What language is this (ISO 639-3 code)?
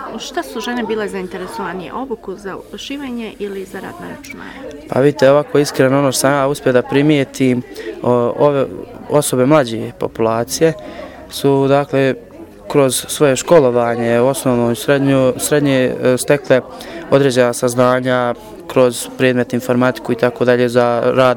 bos